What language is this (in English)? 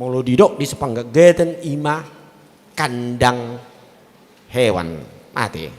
Batak Toba